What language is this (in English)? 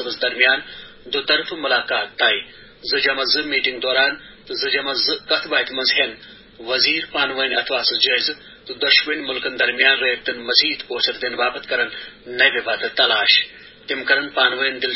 Kashmiri